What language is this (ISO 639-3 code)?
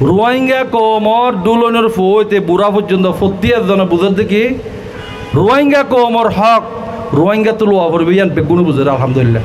rhg